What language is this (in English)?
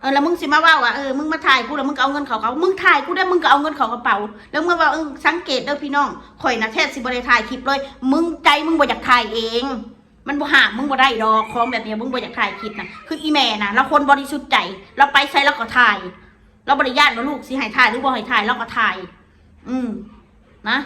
Northeastern Thai